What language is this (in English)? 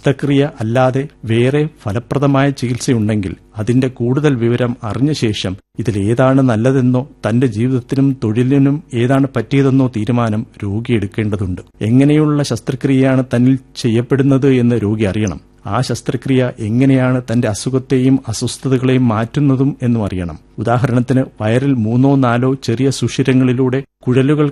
Malayalam